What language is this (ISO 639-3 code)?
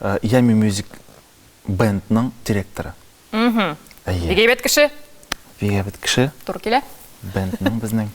tat